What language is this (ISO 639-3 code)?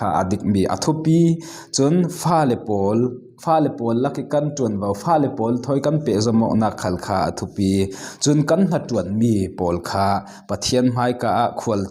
cfm